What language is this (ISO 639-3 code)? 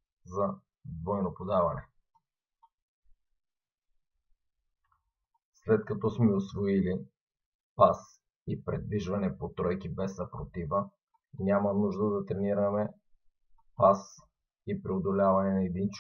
bul